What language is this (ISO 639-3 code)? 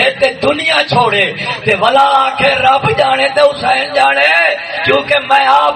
skr